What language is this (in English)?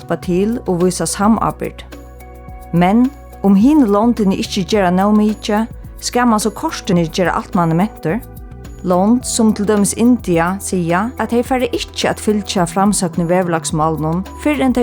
Faroese